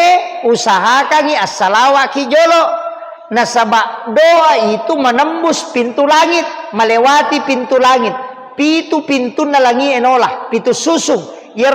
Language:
Buginese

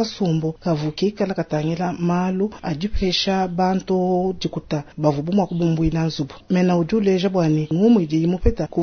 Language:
Luba-Lulua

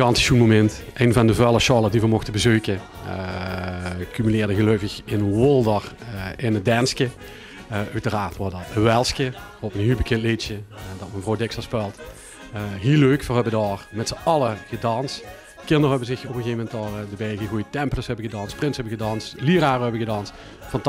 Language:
Limburgish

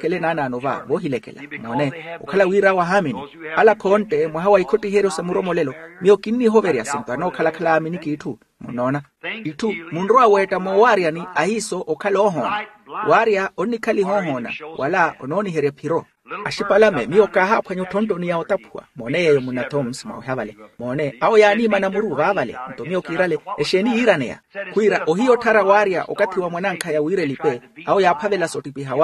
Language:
Makhuwa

